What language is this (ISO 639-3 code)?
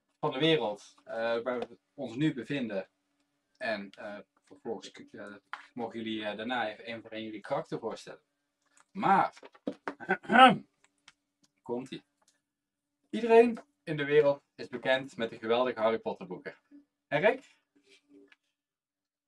nld